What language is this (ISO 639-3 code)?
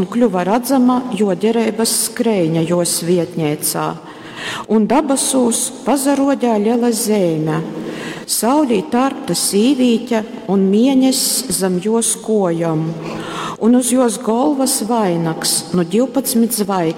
ltg